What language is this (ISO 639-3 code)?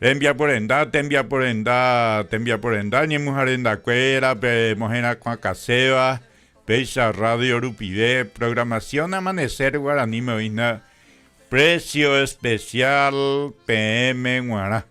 grn